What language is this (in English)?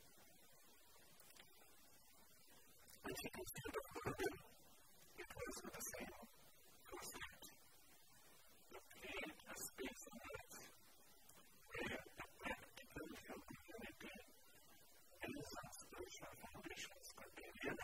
English